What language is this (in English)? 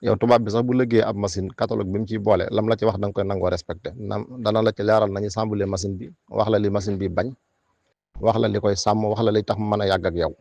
Wolof